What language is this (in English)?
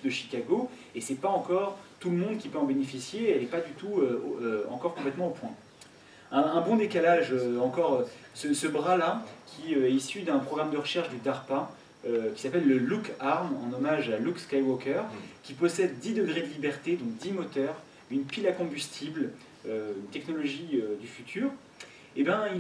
French